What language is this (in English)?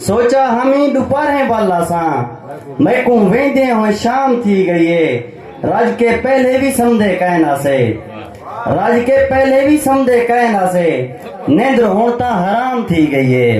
Saraiki